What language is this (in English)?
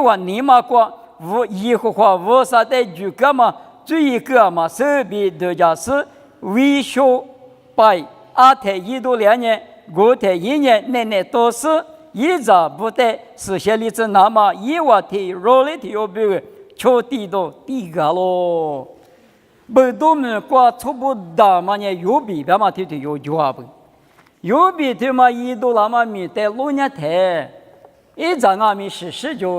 Lisu